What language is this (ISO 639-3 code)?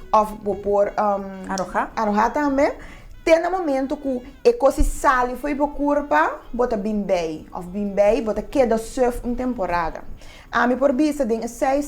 pap